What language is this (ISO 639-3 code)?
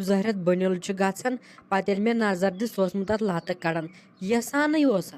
kas